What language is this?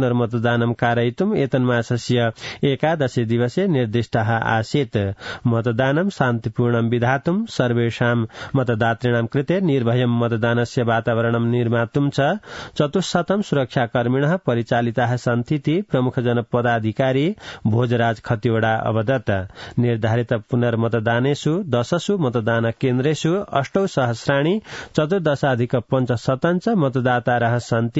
Sanskrit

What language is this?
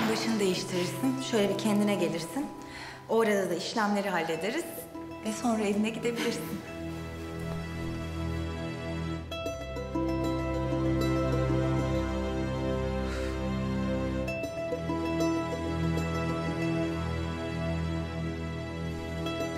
Turkish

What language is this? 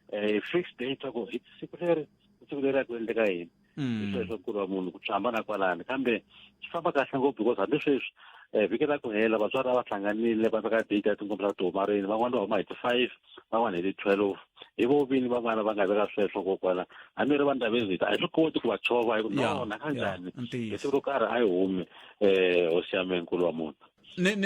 Tsonga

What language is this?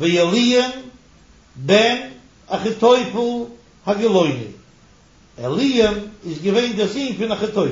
Yiddish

